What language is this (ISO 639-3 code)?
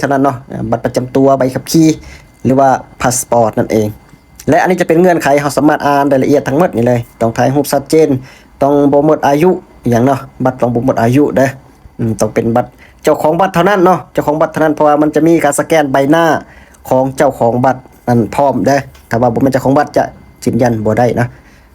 lao